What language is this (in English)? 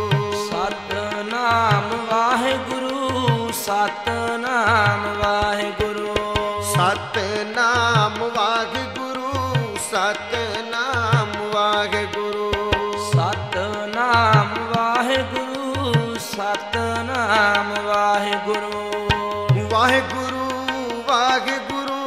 Punjabi